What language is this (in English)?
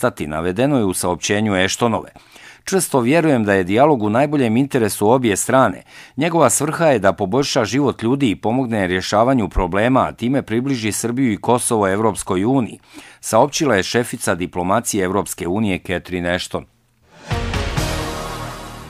Bosnian